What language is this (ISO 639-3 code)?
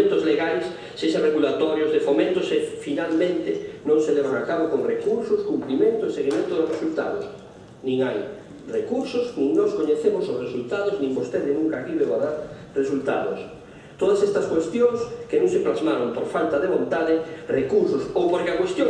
glg